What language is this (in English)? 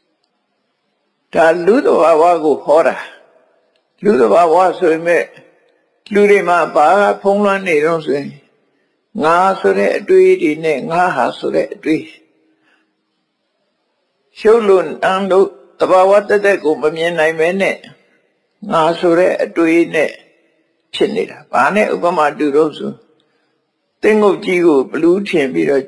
Burmese